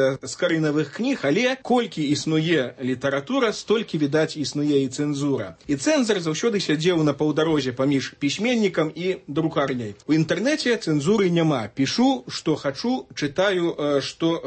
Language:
Belarusian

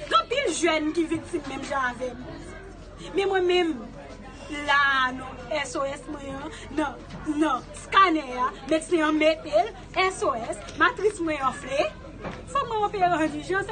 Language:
Haitian Creole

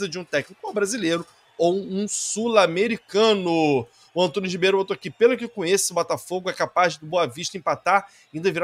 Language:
Portuguese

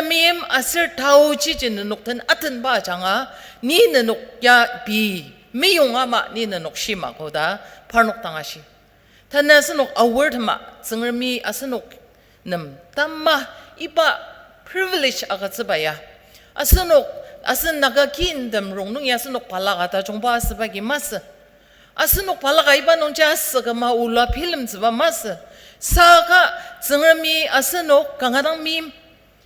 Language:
Ao Naga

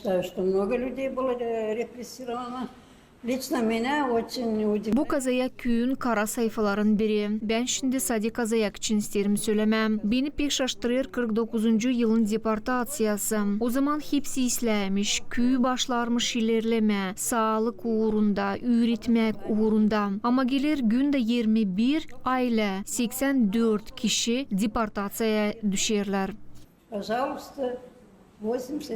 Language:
Gagauz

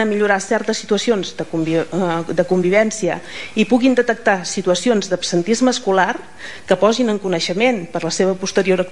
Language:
Catalan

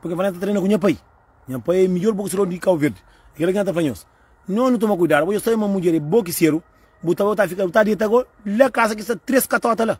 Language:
Kabuverdianu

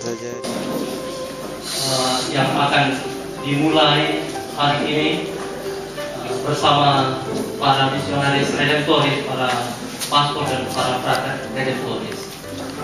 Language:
Indonesian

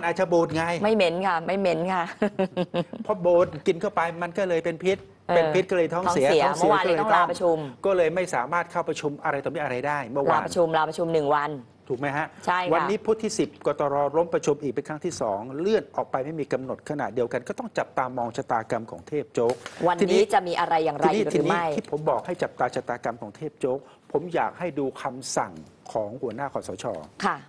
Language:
Thai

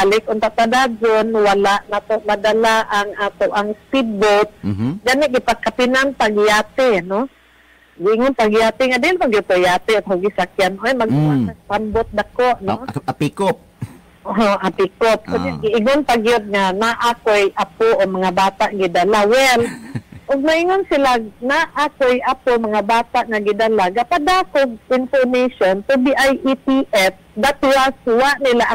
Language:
Cebuano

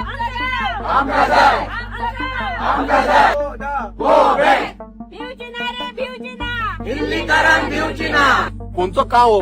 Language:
Konkani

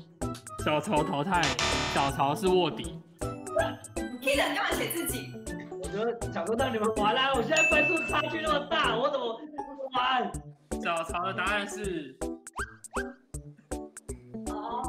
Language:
Chinese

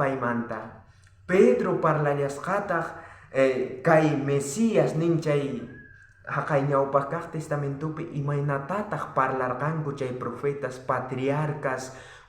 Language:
South Bolivian Quechua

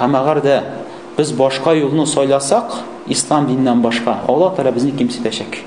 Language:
Tatar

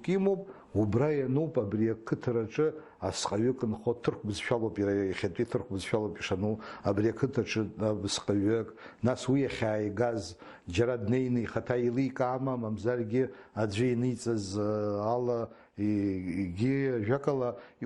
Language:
Abkhazian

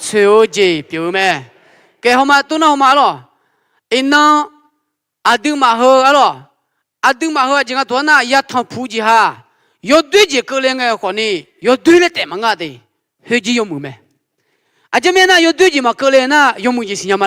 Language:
Akha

